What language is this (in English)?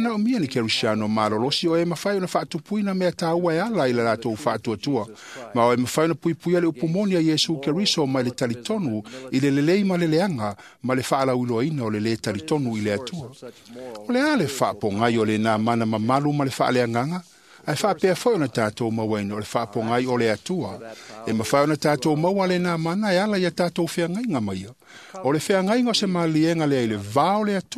Samoan